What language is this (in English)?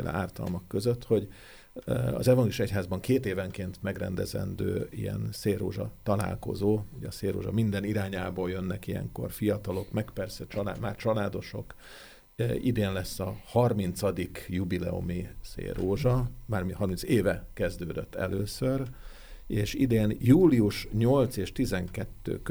Hungarian